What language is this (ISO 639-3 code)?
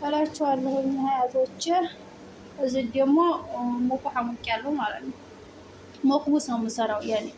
amh